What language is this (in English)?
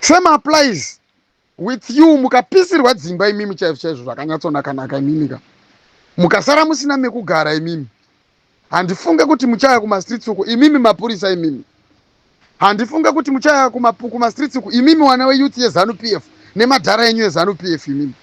Shona